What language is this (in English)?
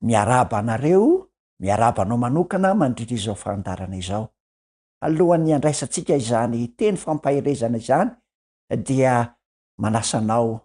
Malagasy